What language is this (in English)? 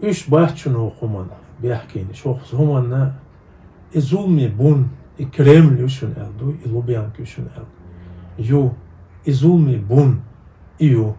Chechen